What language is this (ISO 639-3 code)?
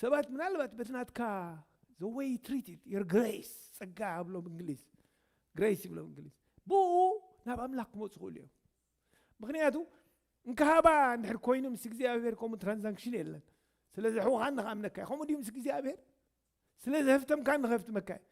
tir